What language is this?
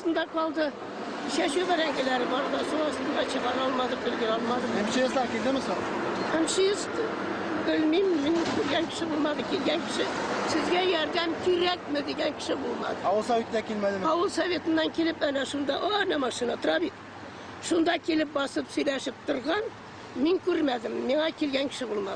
Tatar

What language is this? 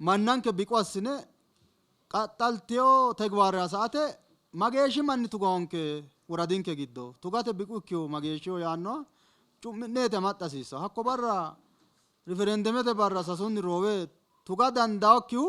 Sidamo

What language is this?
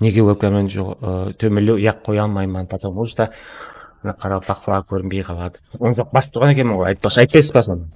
Kara-Kalpak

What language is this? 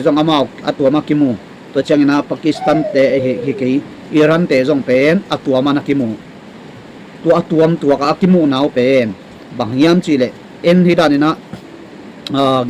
Tedim Chin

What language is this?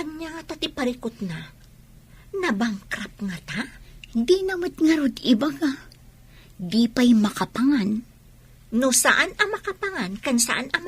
Iloko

